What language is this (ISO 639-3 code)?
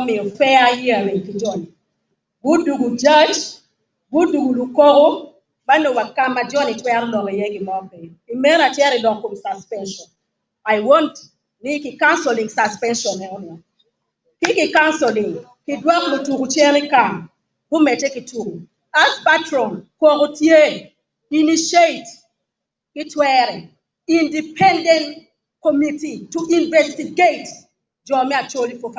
ach